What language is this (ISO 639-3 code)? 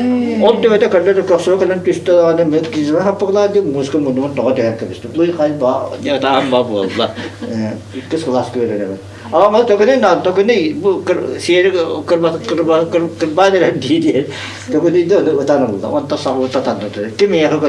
sah